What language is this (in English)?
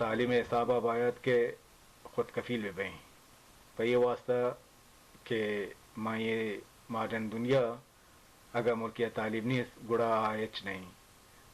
Baluchi